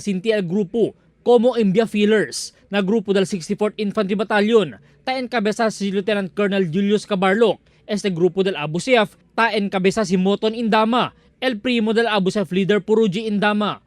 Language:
Chavacano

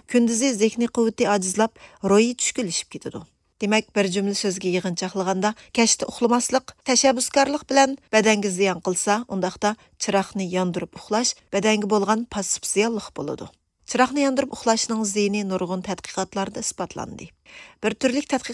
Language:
Uyghur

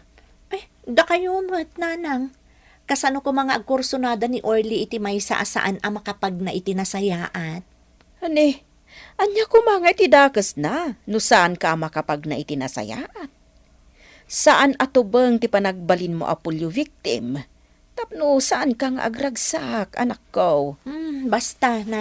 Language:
Iloko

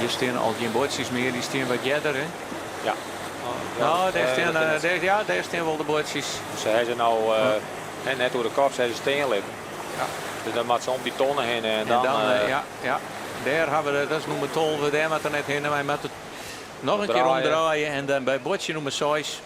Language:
Western Frisian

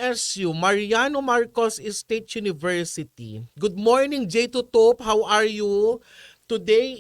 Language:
Iloko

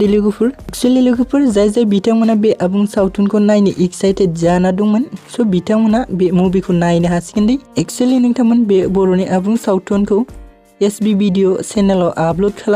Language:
Bodo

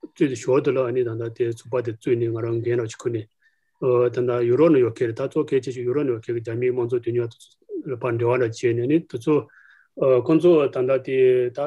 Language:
Tibetan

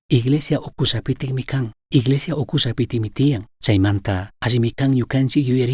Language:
Chimborazo Highland Quichua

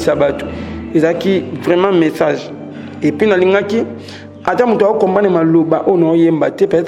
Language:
Lingala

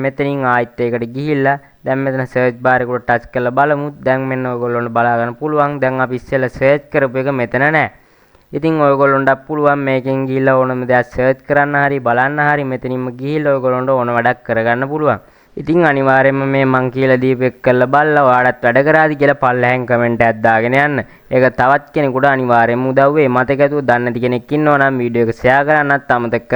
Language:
Sinhala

